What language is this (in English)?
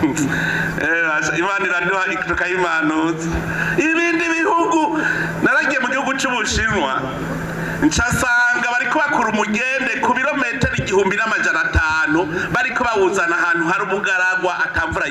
Rundi